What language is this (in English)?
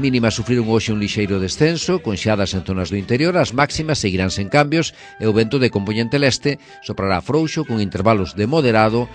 Galician